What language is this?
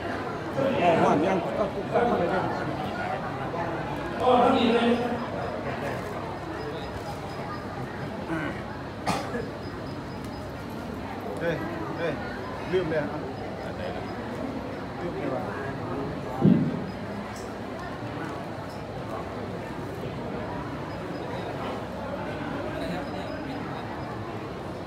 Thai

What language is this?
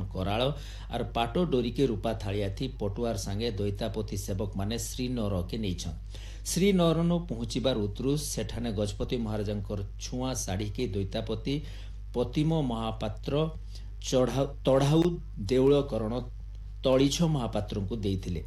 Odia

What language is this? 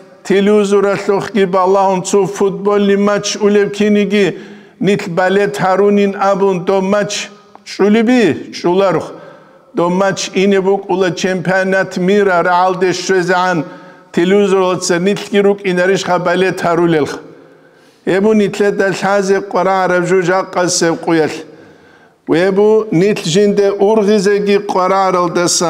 Avaric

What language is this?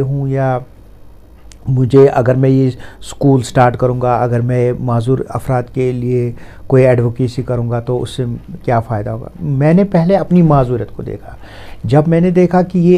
Urdu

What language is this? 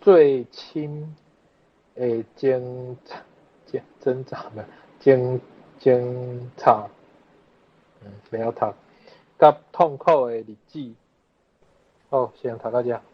Min Nan Chinese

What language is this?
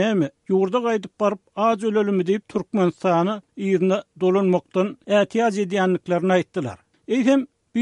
Turkmen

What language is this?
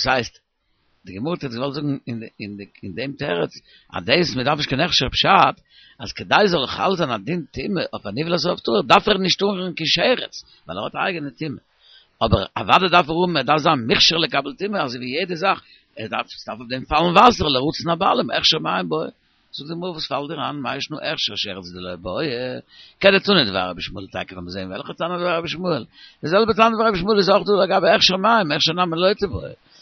Yiddish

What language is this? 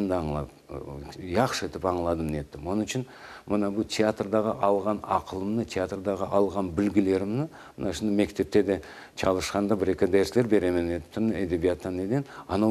Crimean Tatar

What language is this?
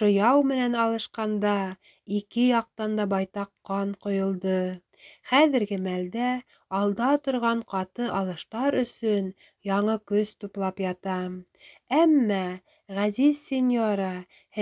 Bashkir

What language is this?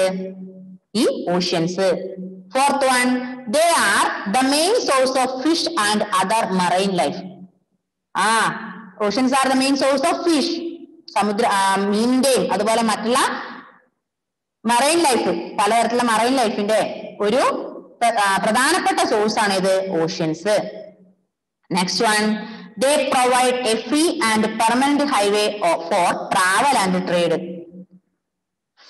Malayalam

